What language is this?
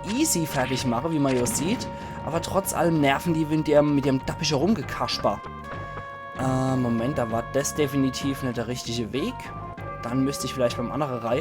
Palatine German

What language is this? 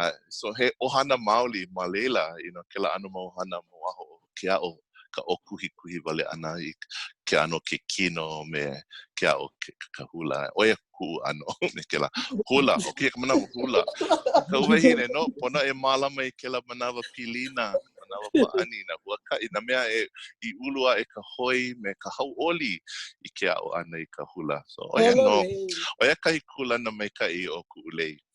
Hawaiian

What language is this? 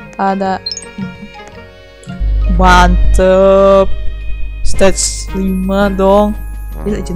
Indonesian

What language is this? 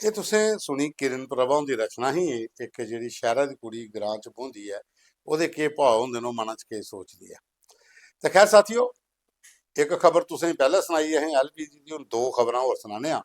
Dogri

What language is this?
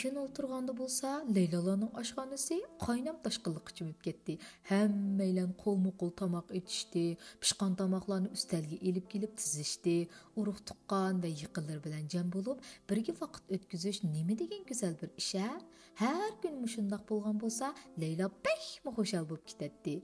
Uyghur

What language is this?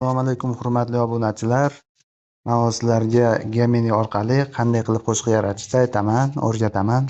Uzbek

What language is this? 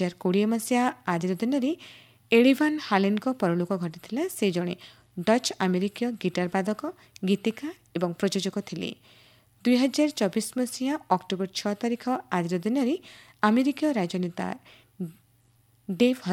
Odia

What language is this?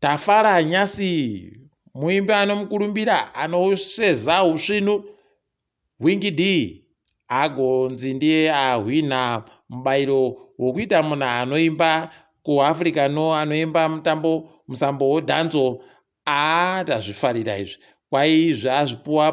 Ndau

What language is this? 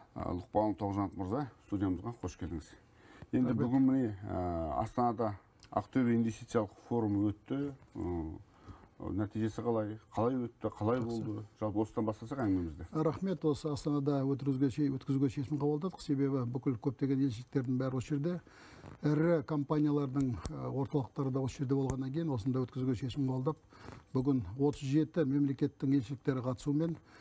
Kazakh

